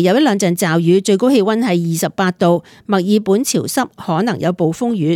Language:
Cantonese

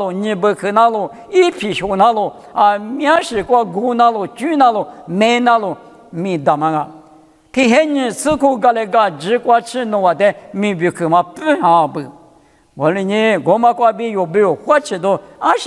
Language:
Lisu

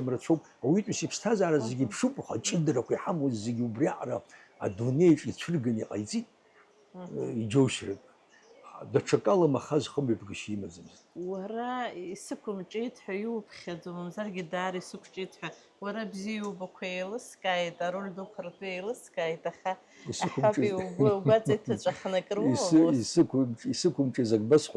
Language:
Abkhazian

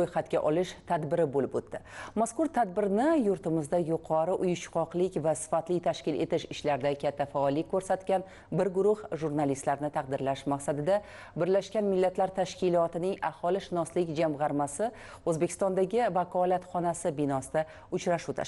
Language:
Uzbek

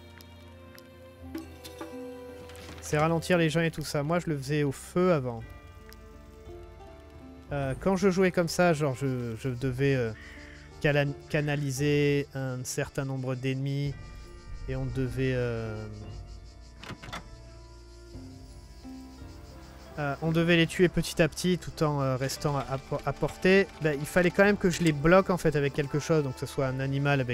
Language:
French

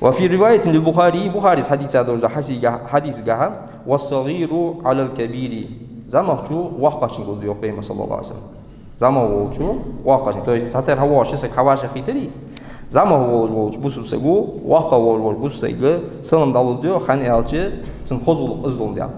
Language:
Ingush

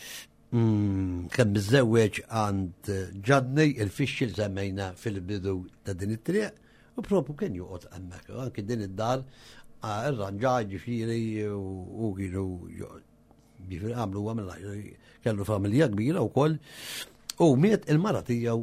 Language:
Maltese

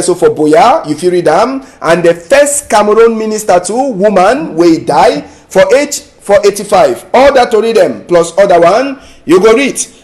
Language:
Cameroon Pidgin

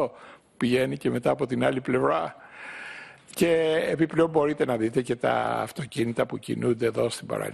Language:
Greek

